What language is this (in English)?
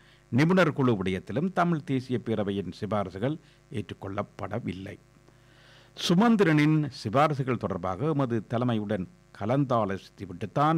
Tamil